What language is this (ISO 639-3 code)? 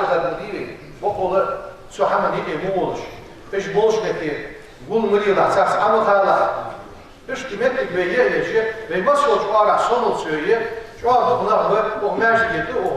inh